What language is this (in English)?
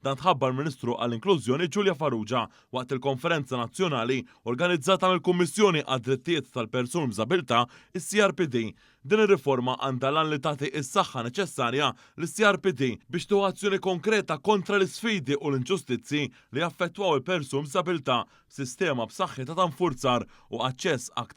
Maltese